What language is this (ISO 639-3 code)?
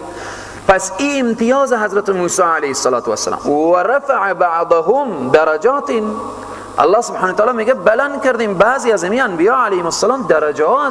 fas